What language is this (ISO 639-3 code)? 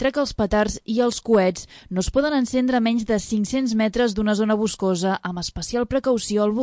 cat